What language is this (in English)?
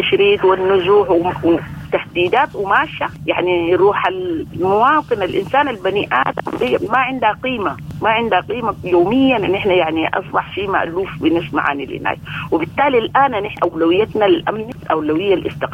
Sudanese Arabic